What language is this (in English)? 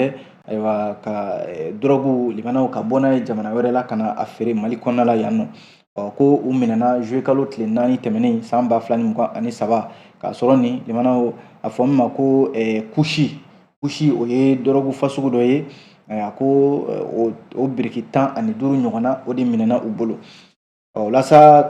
Bambara